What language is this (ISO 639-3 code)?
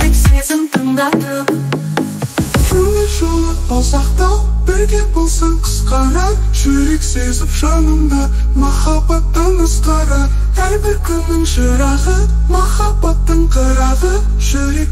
kaz